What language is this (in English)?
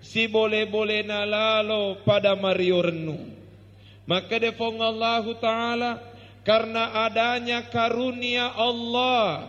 Buginese